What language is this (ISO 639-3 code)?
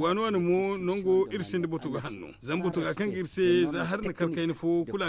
dje